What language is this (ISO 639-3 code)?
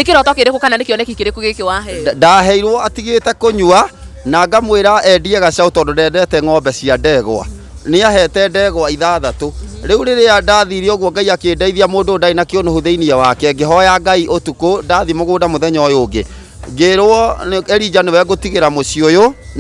kik